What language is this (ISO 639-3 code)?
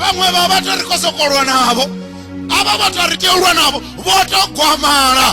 ven